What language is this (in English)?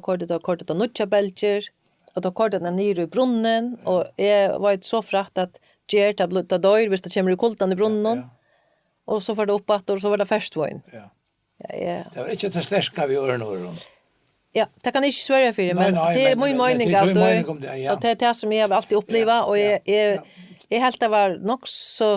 Faroese